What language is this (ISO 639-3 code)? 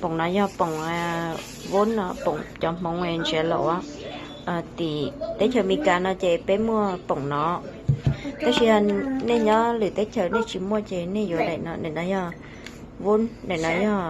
hmn